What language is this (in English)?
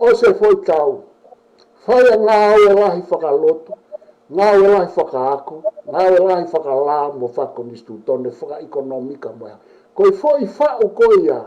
Tongan